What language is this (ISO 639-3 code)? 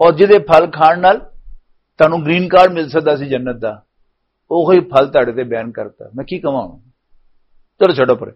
lah